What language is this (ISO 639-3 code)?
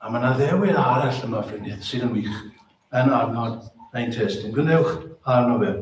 cym